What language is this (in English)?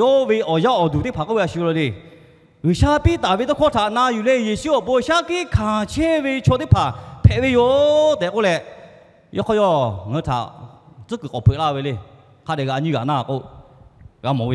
Lahu